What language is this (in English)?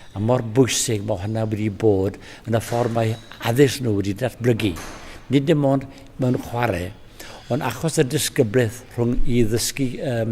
Welsh